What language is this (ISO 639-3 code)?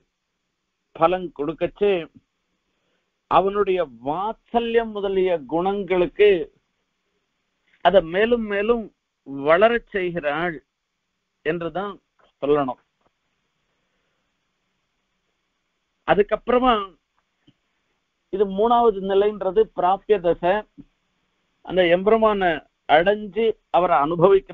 tam